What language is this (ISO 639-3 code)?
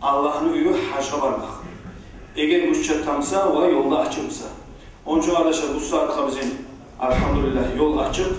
kum